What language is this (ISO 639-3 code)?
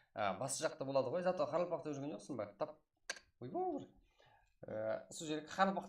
kaa